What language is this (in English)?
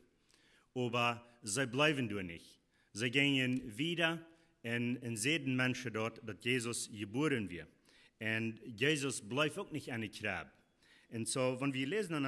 Plautdietsch